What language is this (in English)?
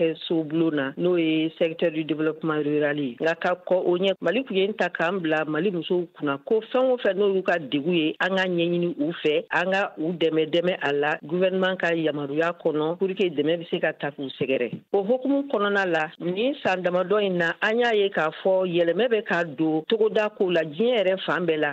Bambara